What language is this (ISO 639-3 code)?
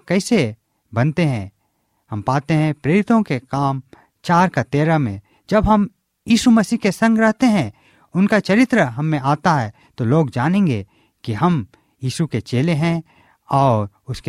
hin